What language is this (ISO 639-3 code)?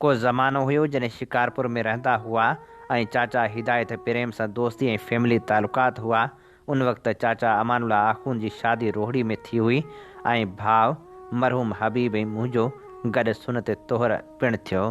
snd